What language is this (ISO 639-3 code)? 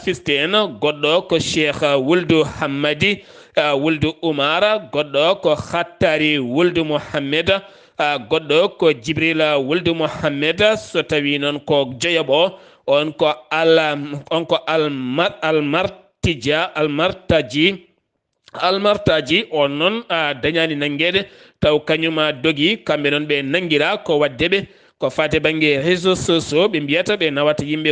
ful